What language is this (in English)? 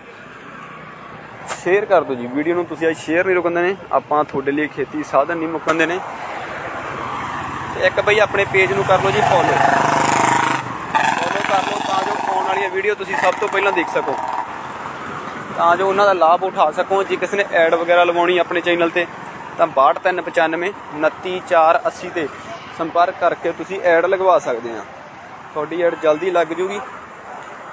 Punjabi